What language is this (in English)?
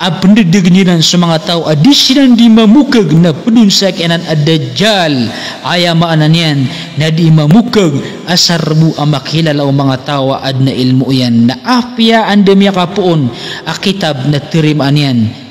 Maranao